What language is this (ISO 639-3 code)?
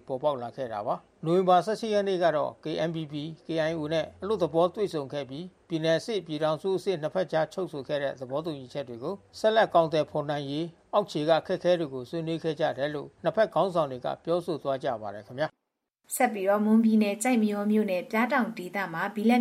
mya